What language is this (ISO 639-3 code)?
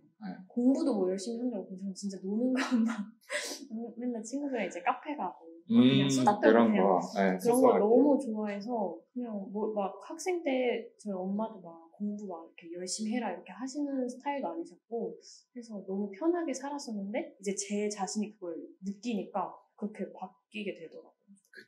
kor